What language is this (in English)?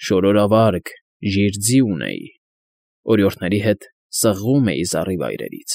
Armenian